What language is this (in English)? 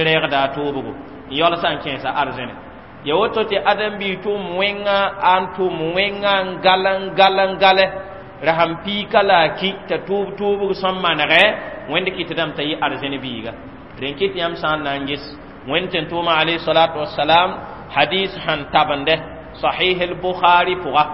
Mossi